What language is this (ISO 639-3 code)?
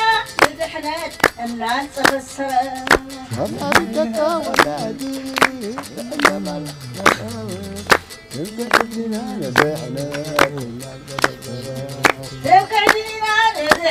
tir